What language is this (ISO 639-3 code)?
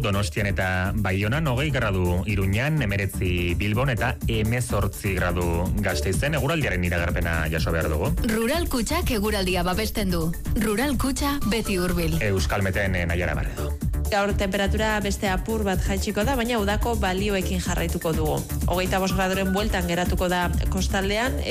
eus